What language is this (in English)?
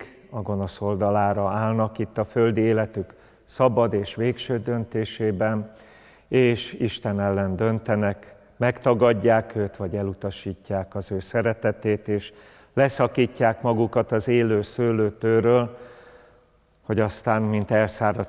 Hungarian